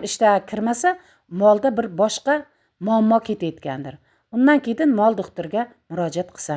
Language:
Uzbek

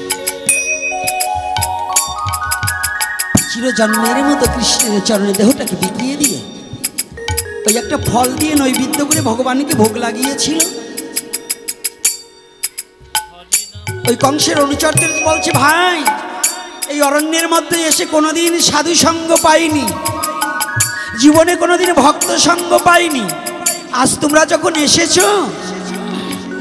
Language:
Bangla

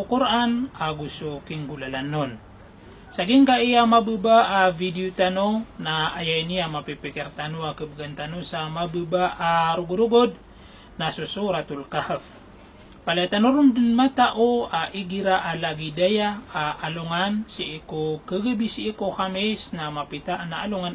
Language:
Maranao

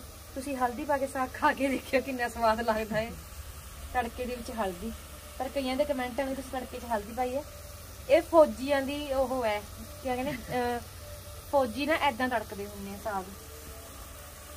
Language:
Punjabi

